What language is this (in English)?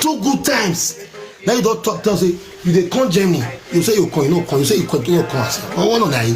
Nigerian Pidgin